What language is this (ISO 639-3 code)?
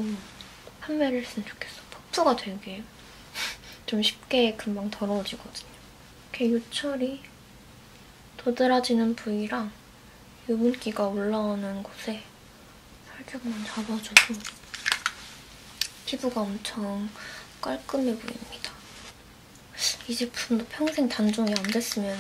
kor